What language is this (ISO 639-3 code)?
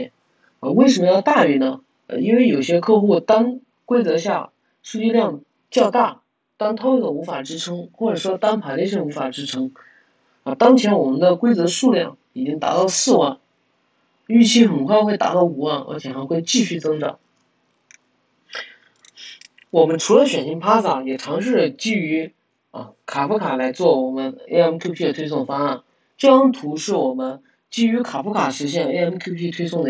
zho